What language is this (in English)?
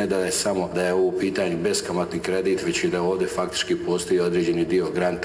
Bosnian